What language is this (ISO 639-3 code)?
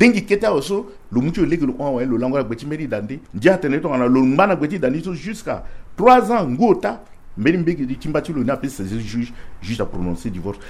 sag